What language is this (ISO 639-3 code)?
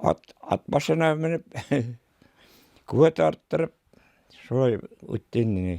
bak